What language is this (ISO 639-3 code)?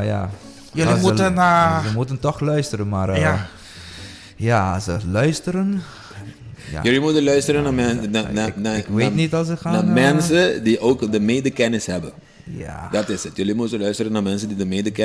pap